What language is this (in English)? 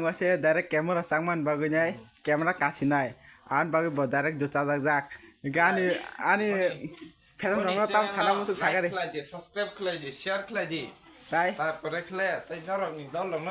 Kok Borok